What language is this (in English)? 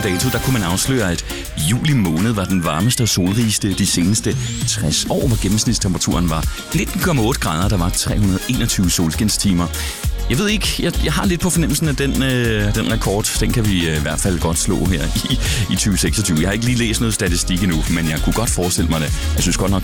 Danish